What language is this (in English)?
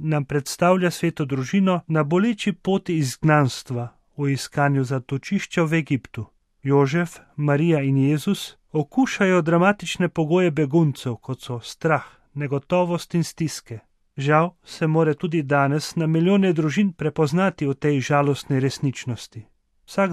Slovenian